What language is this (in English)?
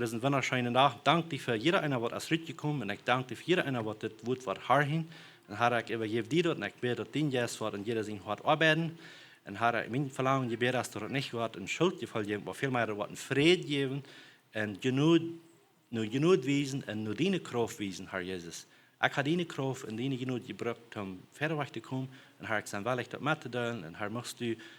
Plautdietsch